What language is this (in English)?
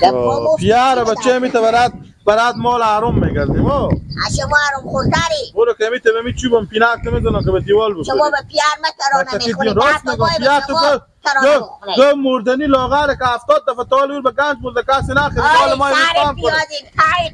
Persian